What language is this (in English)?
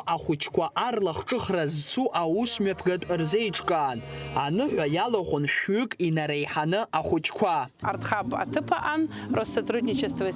Abkhazian